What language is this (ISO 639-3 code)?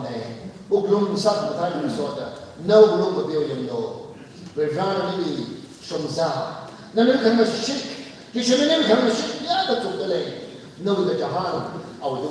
nmf